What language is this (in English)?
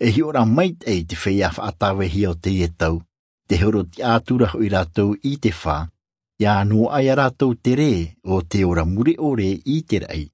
Tahitian